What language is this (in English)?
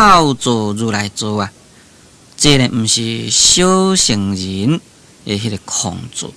Min Nan Chinese